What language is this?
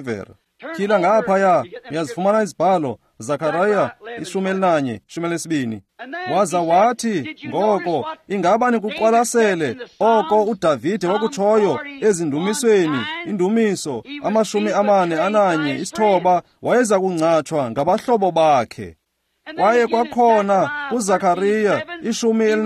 Xhosa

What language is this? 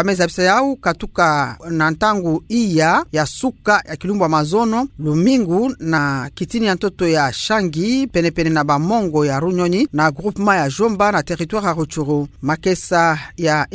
Kituba (Democratic Republic of Congo)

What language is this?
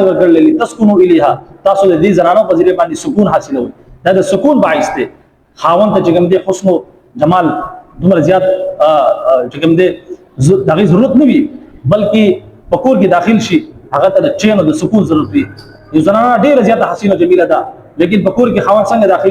Pashto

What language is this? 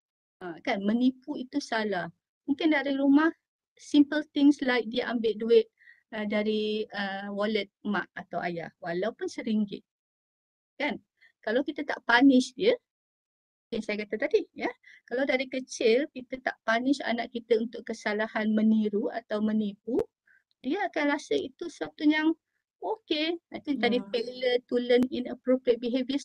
Malay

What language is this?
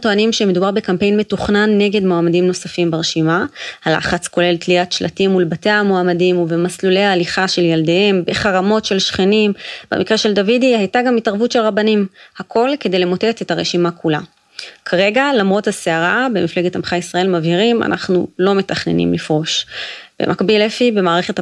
Hebrew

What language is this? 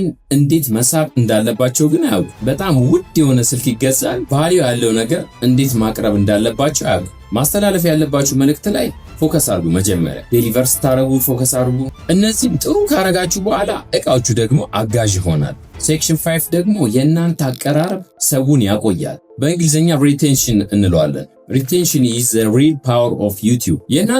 Amharic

